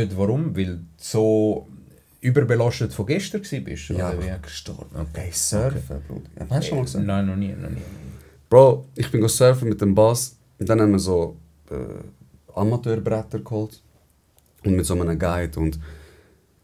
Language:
Swiss German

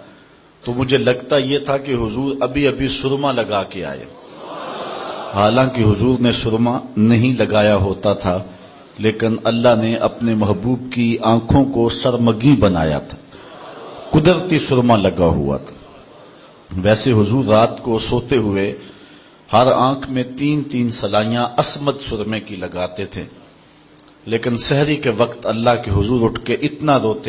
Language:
Urdu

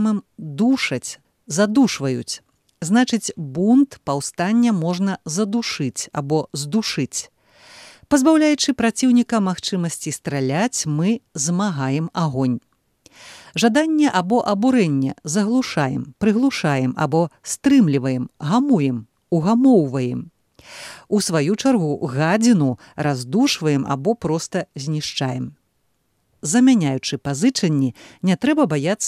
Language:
Belarusian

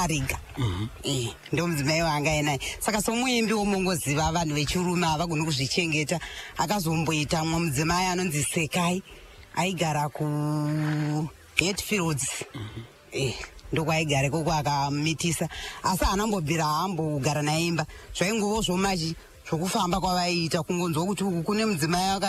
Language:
Shona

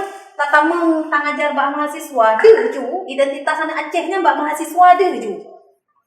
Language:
Achinese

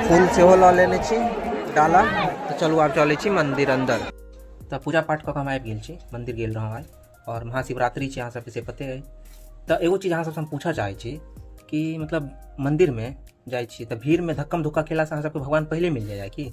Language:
Maithili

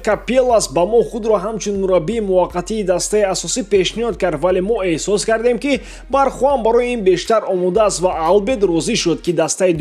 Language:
Tajik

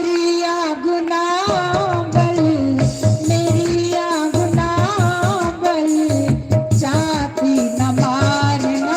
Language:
Dogri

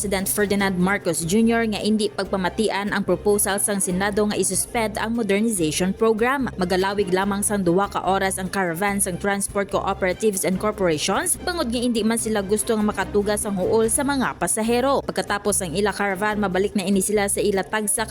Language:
Hiligaynon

